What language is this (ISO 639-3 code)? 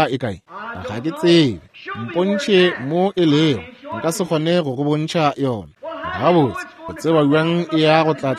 nso